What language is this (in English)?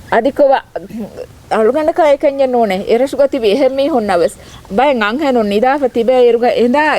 Divehi